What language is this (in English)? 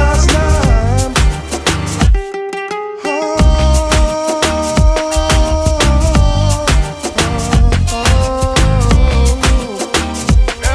Croatian